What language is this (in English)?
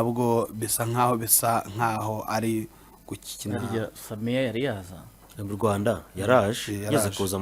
Kinyarwanda